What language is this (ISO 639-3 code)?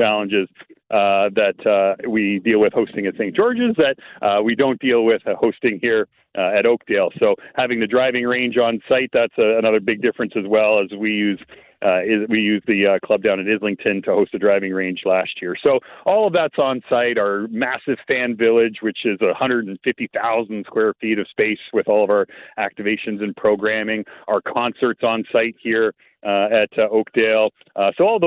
eng